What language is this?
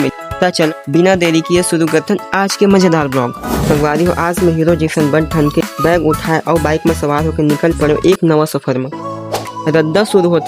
Chhattisgarhi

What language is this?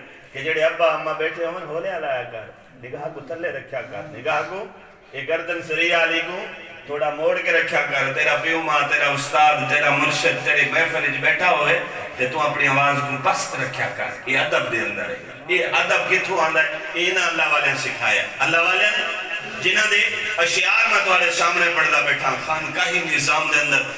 Saraiki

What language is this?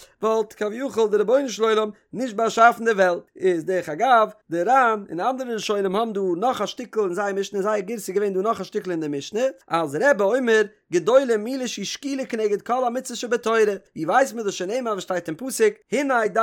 Yiddish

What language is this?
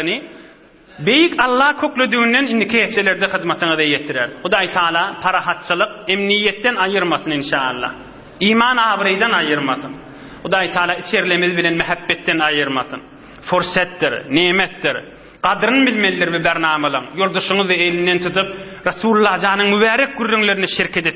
Turkmen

